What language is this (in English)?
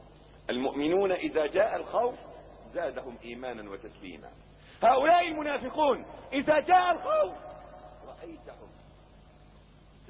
Arabic